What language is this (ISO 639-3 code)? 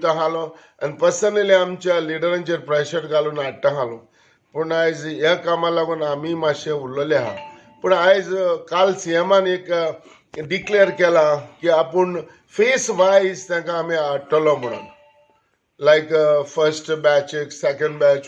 kok